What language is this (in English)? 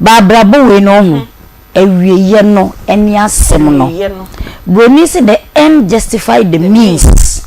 Akan